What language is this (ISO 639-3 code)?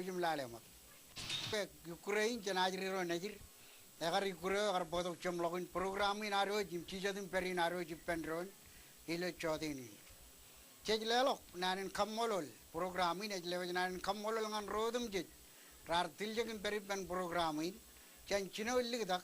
mah